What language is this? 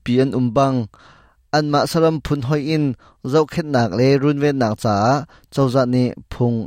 Hakha Chin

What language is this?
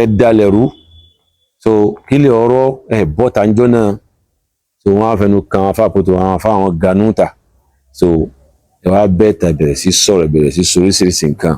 Yoruba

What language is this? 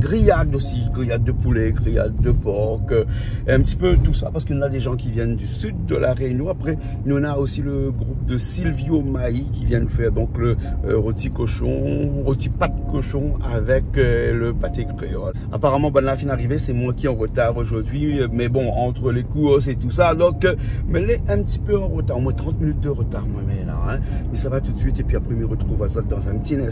Réunion Creole French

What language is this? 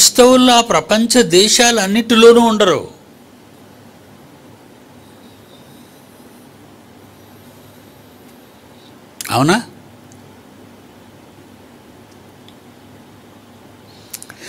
Telugu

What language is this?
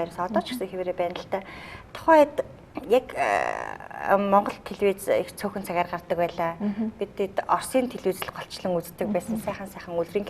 Mongolian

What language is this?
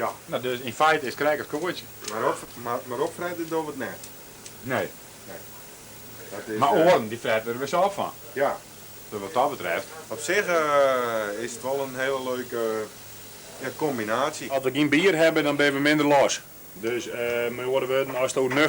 Western Frisian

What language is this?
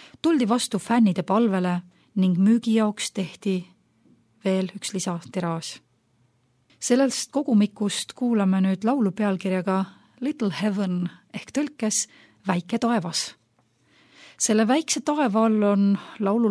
Estonian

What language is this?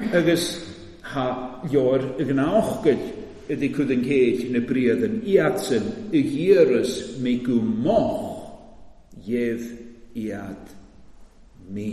Welsh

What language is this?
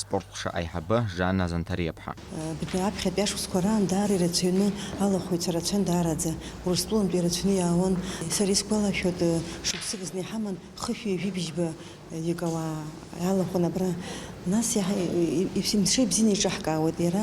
Abkhazian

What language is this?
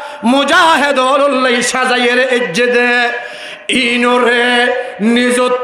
Rohingya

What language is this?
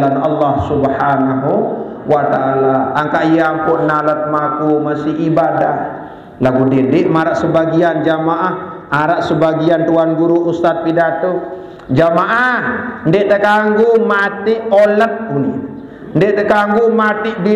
Sasak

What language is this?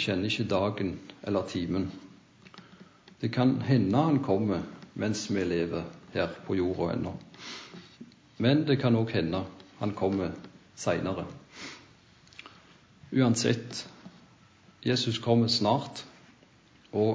Norwegian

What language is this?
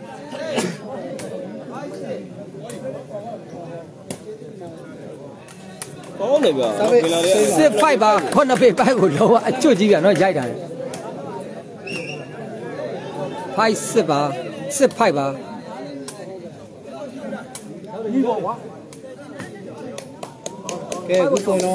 Burmese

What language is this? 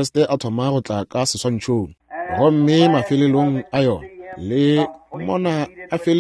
Northern Sotho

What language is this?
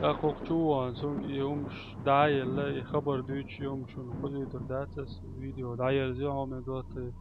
Chechen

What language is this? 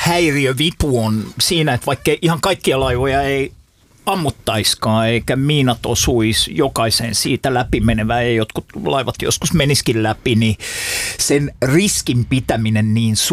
Finnish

